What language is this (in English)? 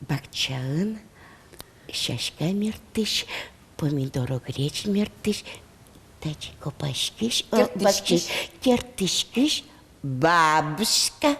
Udmurt